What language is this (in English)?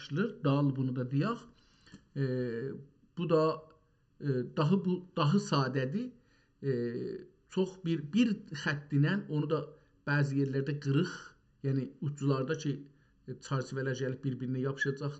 South Azerbaijani